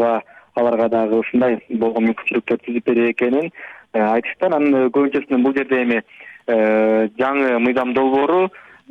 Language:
Kyrgyz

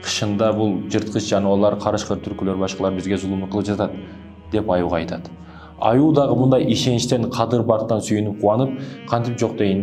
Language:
Kyrgyz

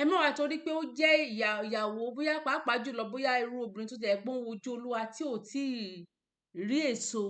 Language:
Yoruba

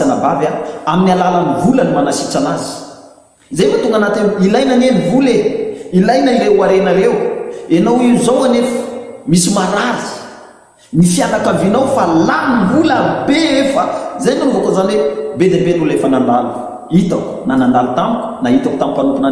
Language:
Malagasy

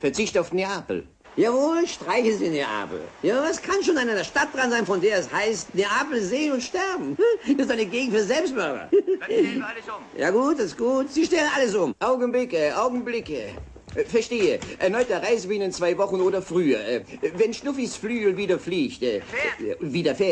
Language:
German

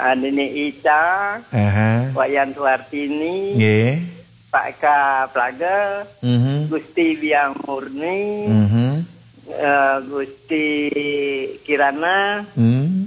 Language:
Balinese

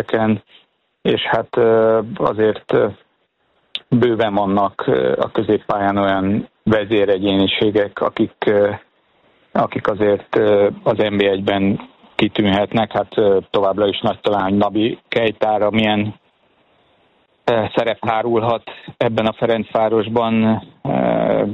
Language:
Hungarian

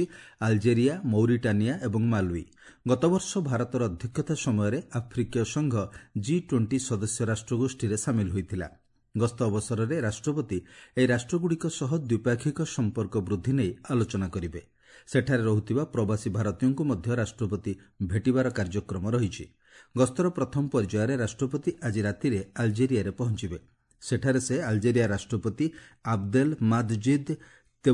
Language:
Odia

